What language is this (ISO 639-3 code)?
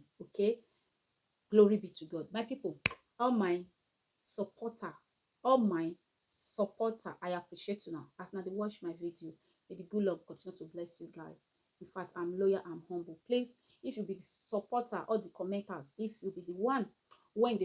pcm